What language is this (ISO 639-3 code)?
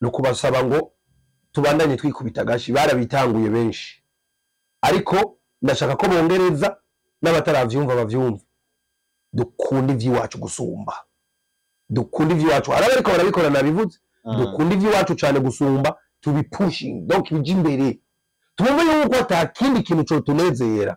run